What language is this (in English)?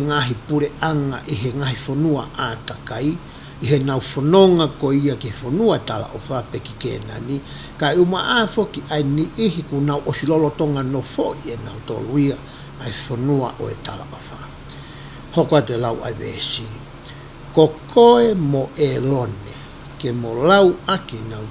Tongan